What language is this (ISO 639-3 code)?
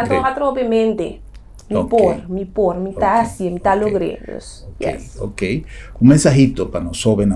pap